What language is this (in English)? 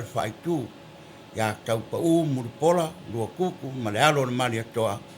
Samoan